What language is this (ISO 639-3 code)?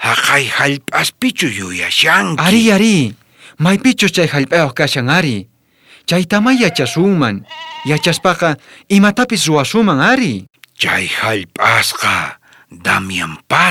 quh